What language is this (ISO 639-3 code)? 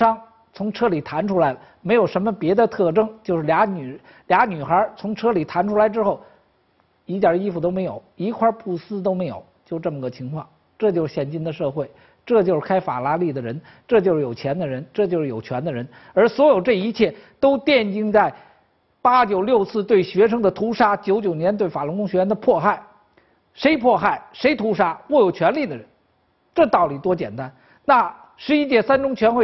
zho